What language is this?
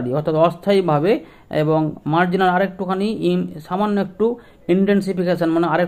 Bangla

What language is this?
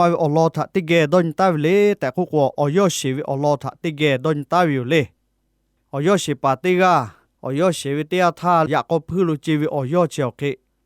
Lahu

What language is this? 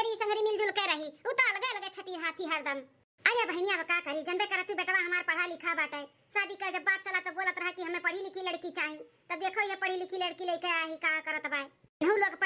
Awadhi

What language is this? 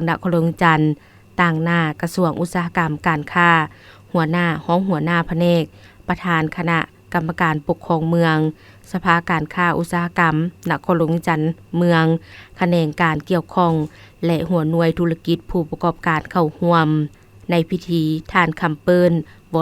Lao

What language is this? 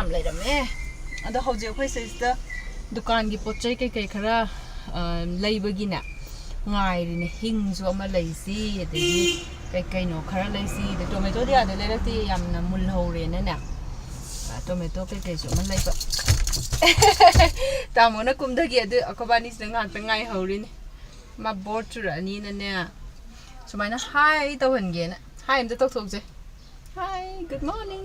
Manipuri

